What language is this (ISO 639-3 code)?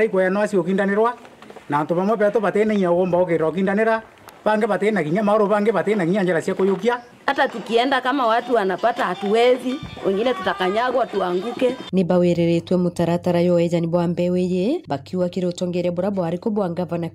mer